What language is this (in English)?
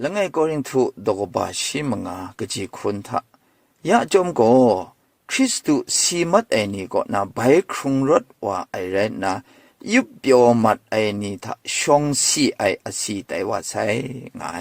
Kachin